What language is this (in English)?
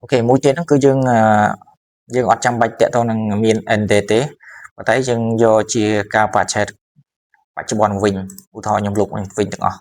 Khmer